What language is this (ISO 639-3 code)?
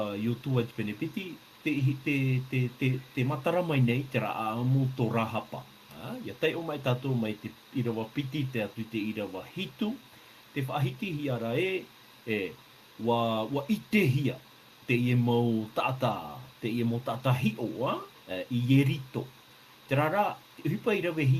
tah